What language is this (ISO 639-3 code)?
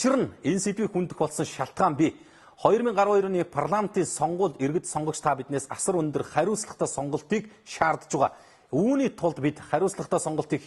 mon